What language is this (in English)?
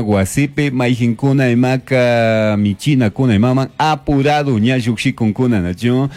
Chimborazo Highland Quichua